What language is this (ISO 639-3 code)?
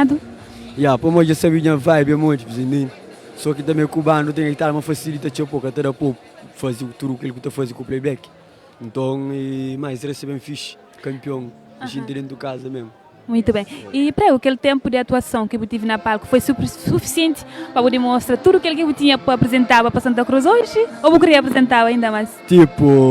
kea